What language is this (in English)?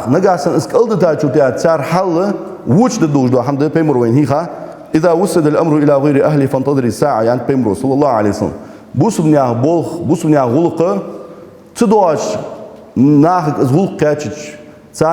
Ingush